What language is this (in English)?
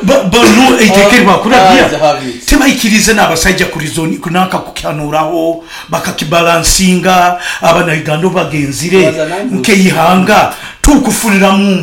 Nyankole